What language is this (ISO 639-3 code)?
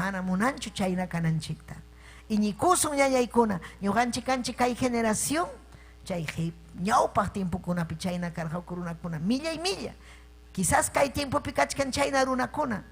quy